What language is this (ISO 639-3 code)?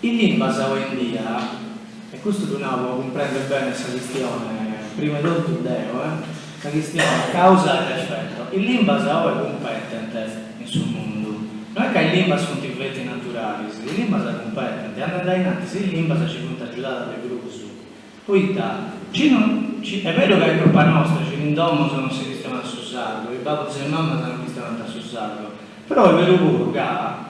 srd